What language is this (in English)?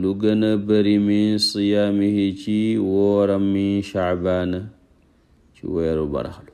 Wolof